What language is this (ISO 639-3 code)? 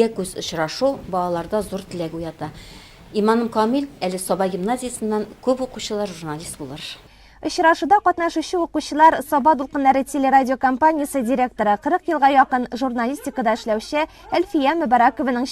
tat